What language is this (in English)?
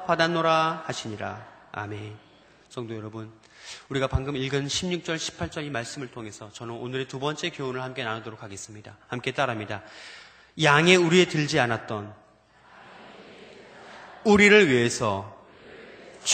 Korean